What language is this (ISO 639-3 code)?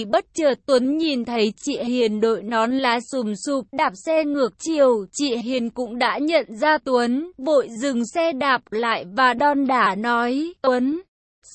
vie